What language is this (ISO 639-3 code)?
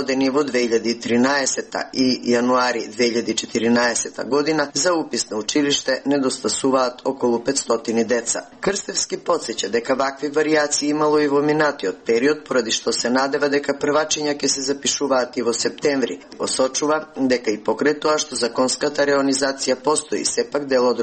mkd